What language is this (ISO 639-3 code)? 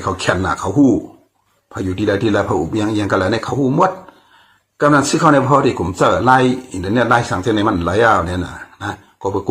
shn